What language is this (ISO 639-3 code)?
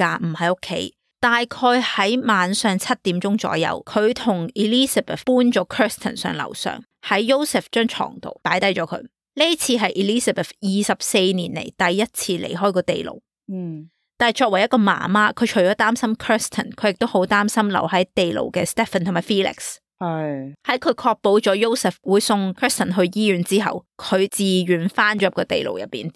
yue